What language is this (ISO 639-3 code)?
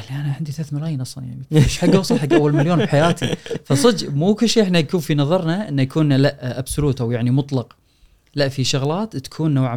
afb